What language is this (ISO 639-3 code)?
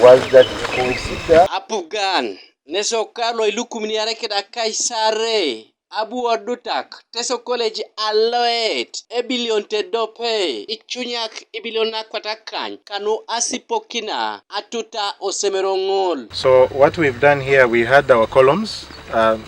teo